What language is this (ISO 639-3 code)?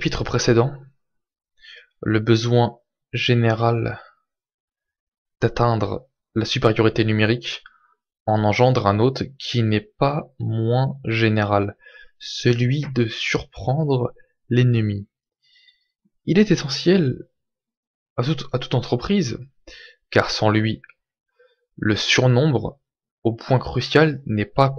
fra